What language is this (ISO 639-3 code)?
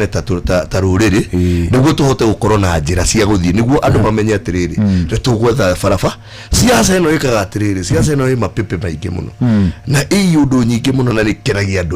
kik